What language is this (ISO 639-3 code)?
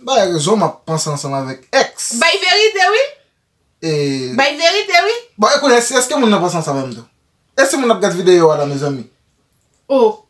hat